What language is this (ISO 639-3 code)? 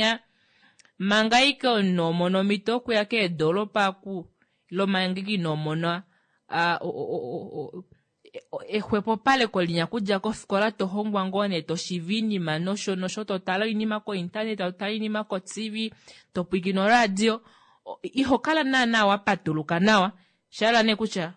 kua